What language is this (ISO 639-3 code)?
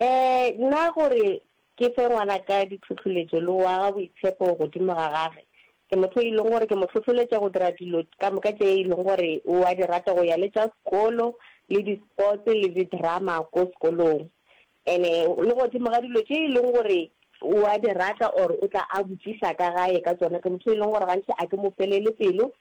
nso